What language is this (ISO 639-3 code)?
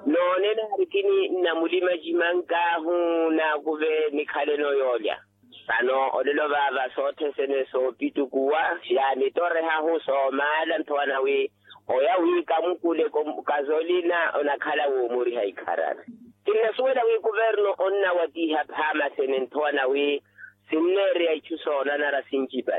vmw